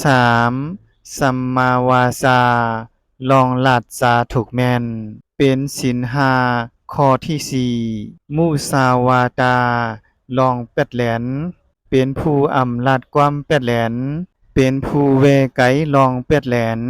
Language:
Shan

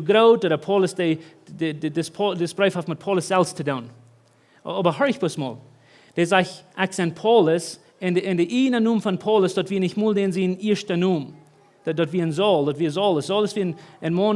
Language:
Plautdietsch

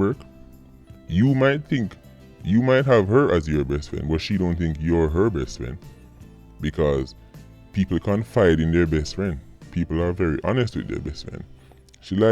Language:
Jamaican Creole English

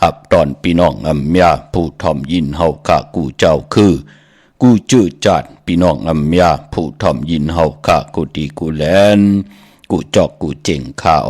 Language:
Shan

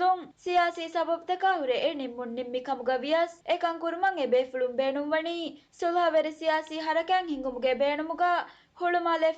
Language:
Divehi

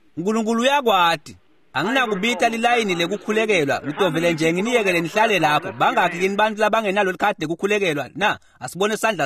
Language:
Swati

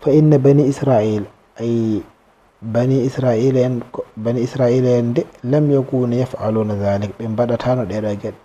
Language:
Fula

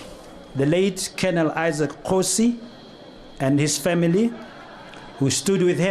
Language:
Tswana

